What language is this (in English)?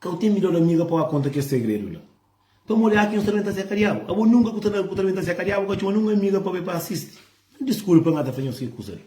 Kabuverdianu